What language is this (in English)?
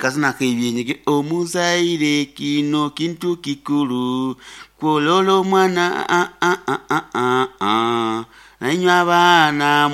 Nyoro